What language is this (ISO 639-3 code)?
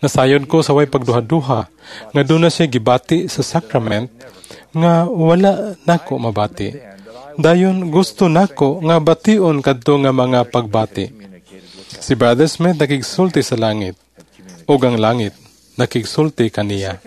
ceb